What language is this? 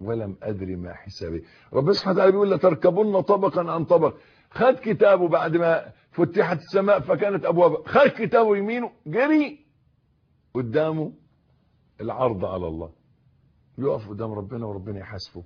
Egyptian Arabic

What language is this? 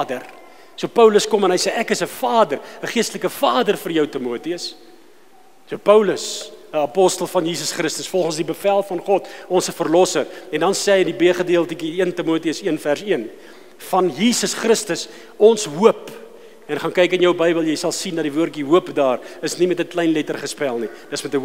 Afrikaans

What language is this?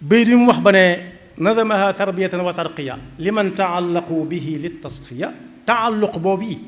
Wolof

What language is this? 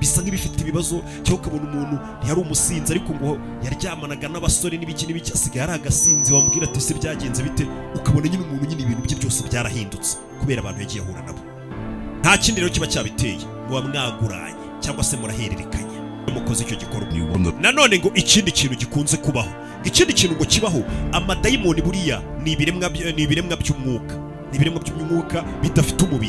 Kinyarwanda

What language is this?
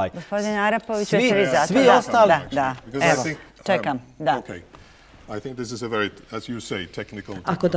Bosnian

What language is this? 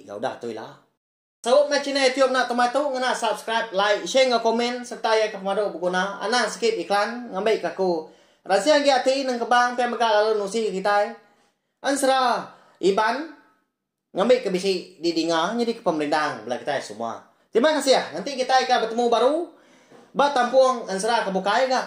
Iban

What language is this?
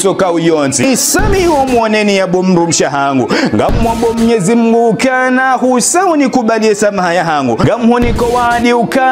Ngazidja Comorian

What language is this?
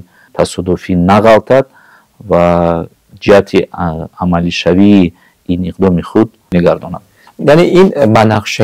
Tajik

